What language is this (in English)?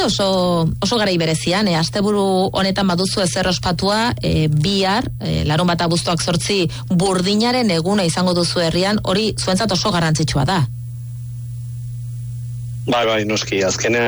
Basque